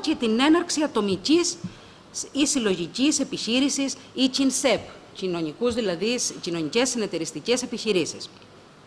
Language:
Greek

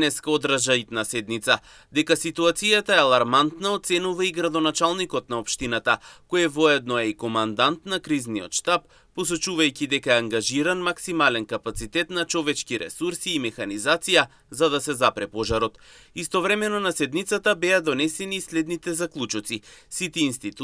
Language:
Macedonian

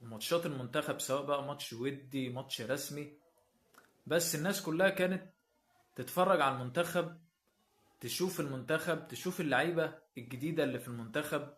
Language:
Egyptian Arabic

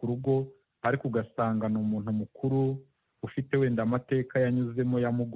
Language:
Kinyarwanda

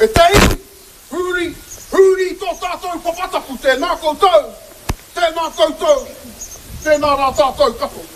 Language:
Māori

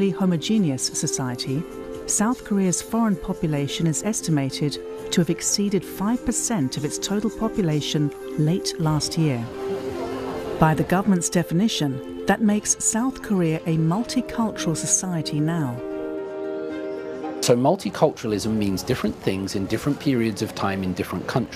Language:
English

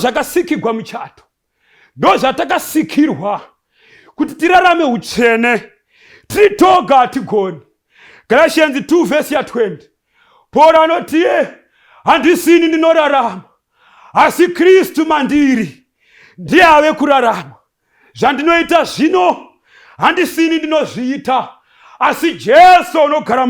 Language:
Shona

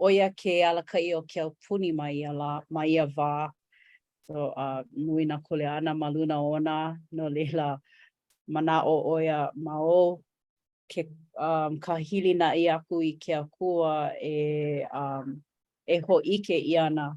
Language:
Hawaiian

